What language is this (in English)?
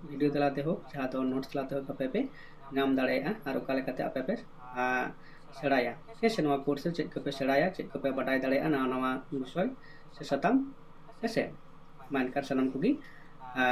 Santali